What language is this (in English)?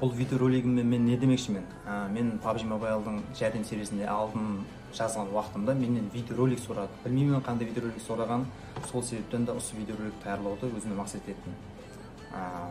Kara-Kalpak